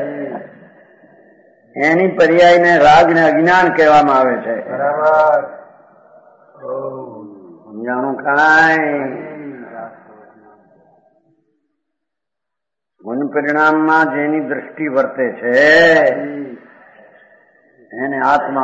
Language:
Gujarati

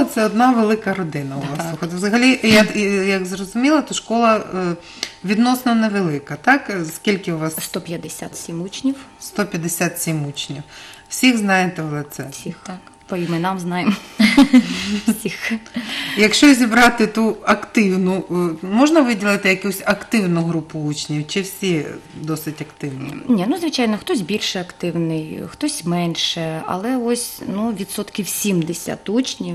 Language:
Ukrainian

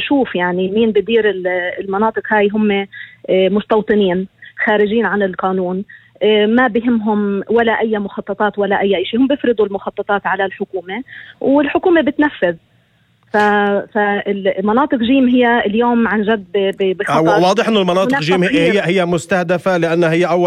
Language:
North Levantine Arabic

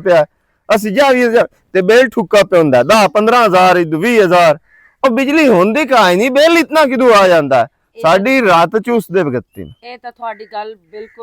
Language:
Western Panjabi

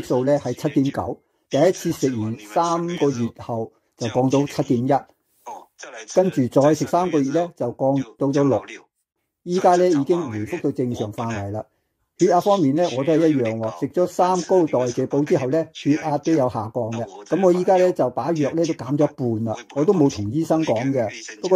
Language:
Cantonese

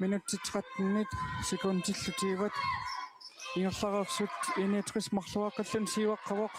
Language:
Kalaallisut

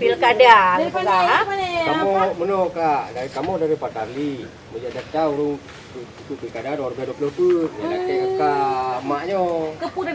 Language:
Achinese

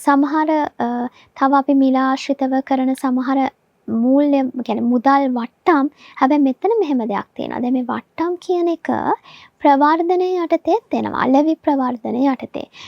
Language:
Sinhala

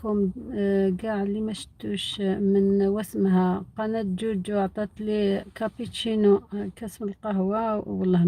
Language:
Algerian Arabic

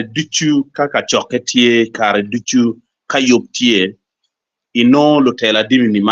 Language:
Acoli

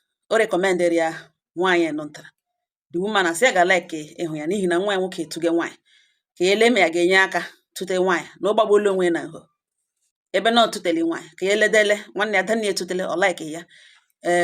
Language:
Igbo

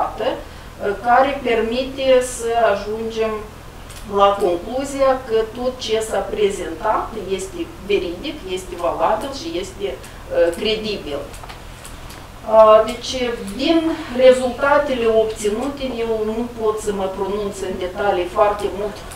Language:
Romanian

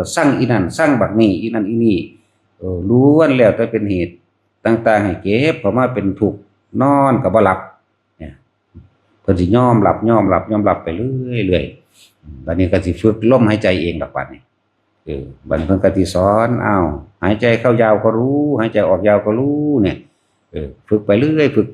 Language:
Northeastern Thai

